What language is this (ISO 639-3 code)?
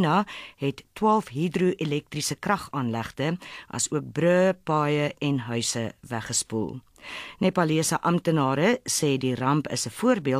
afr